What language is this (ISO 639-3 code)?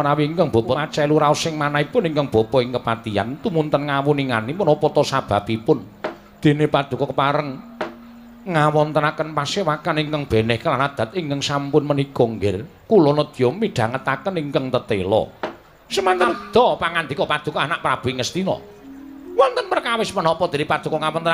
jav